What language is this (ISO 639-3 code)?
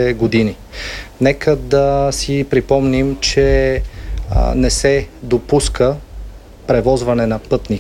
bul